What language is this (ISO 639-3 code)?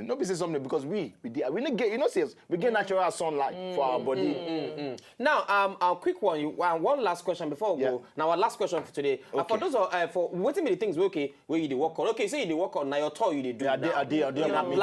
pcm